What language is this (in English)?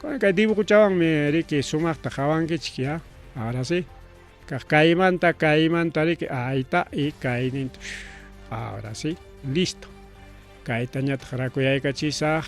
Ayacucho Quechua